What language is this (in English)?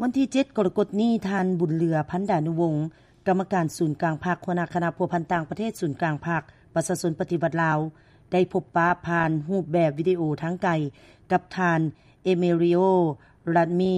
Lao